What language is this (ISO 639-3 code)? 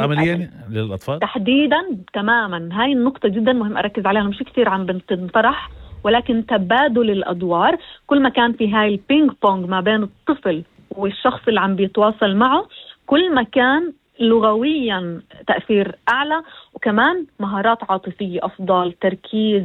apc